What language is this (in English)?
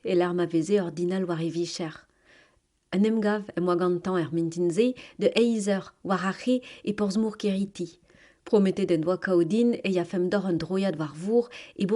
Breton